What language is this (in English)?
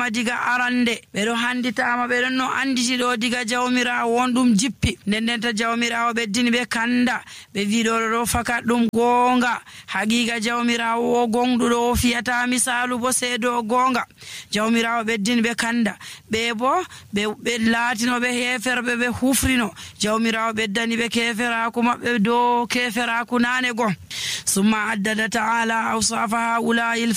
Nigerian Fulfulde